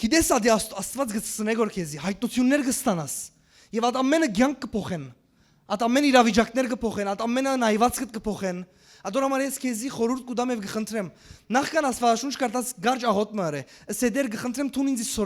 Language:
Western Armenian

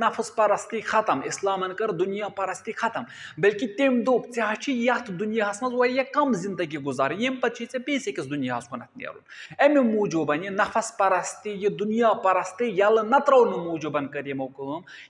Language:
Kashmiri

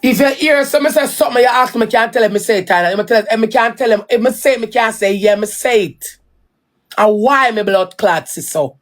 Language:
Jamaican Creole English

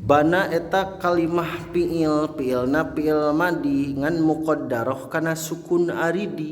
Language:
Sundanese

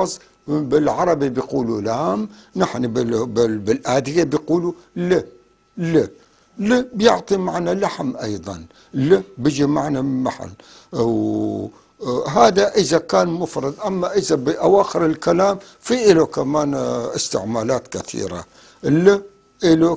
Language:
North Levantine Arabic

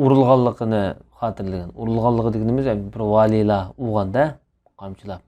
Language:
Uyghur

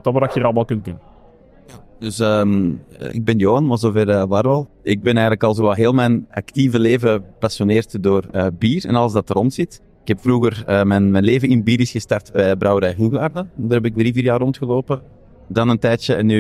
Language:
Dutch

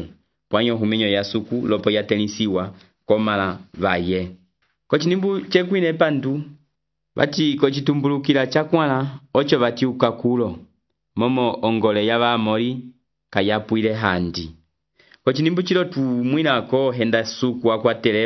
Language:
Umbundu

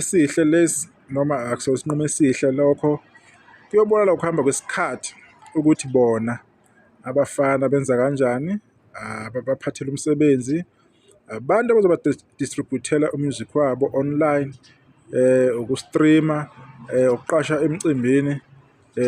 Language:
Zulu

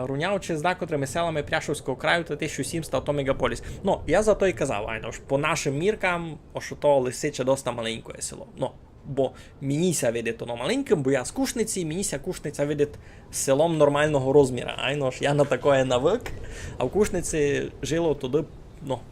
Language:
Rusyn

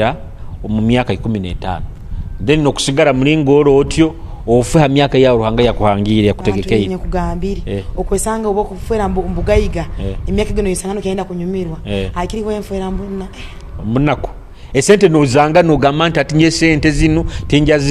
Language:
Nyoro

